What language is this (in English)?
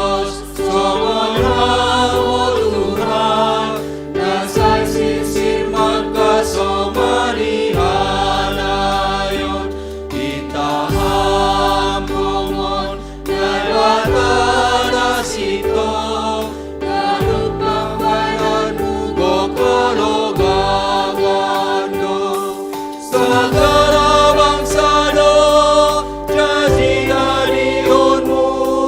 Batak Simalungun